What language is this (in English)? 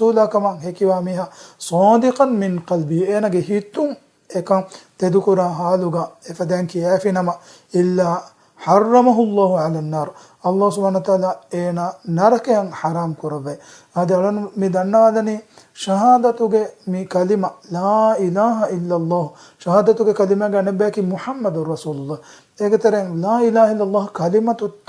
Divehi